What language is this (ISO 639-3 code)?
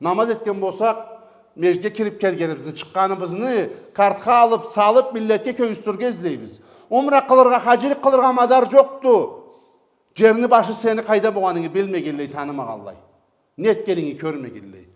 krc